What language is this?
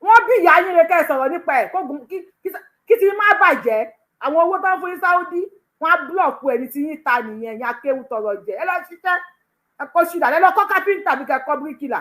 Yoruba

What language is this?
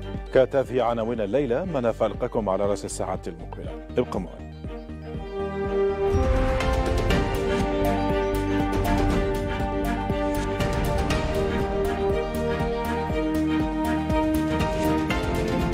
Arabic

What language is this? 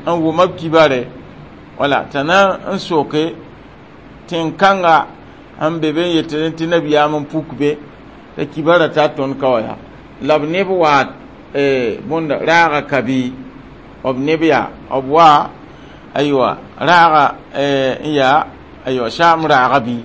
Mossi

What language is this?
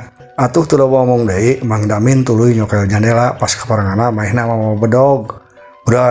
Sundanese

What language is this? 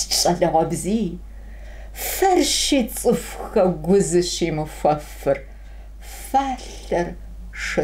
Kabardian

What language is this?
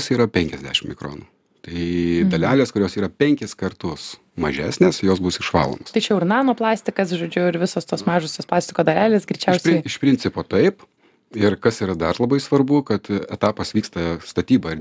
Lithuanian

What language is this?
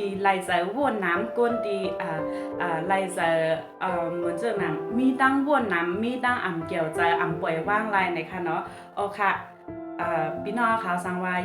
Shan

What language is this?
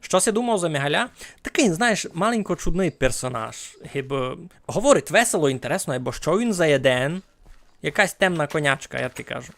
Rusyn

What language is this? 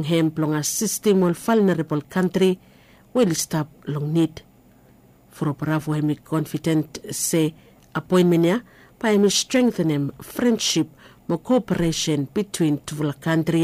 Bislama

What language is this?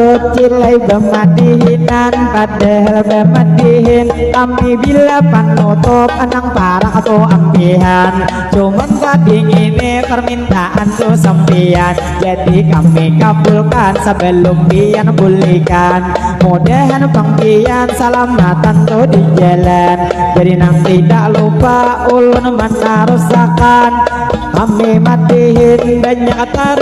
Banjar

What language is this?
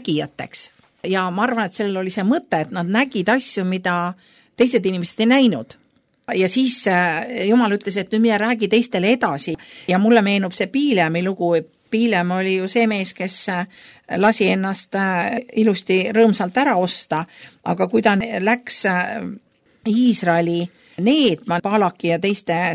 Estonian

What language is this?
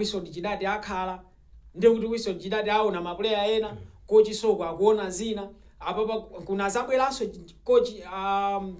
Nyanja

